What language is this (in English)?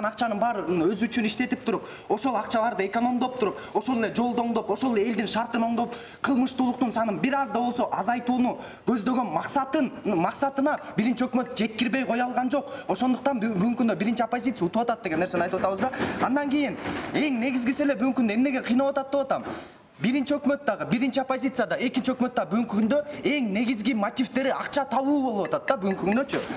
Kyrgyz